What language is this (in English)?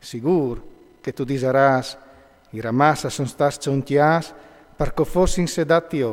Friulian